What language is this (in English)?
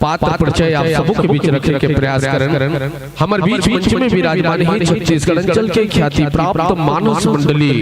Chhattisgarhi